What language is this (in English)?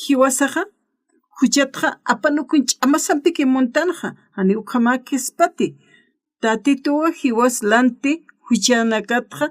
Aymara